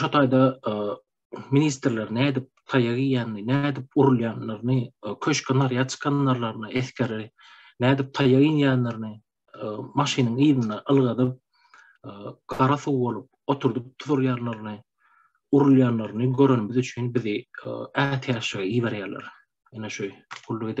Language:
Turkmen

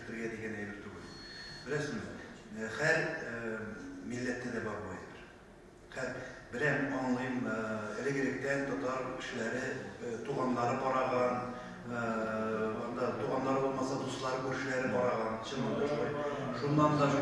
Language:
Tatar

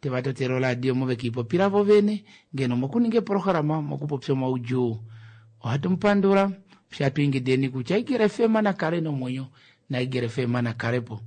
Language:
Kuanyama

